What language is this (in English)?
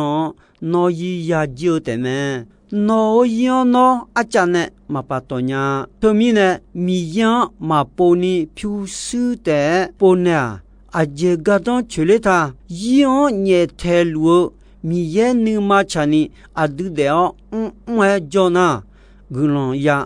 Akha